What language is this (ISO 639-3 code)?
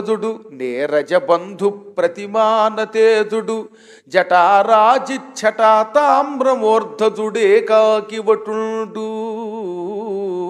tel